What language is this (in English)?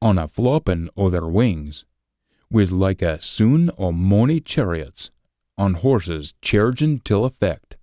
Scots